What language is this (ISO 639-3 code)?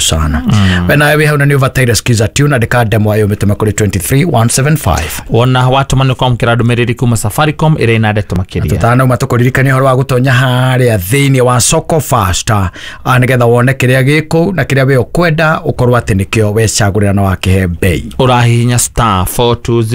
kik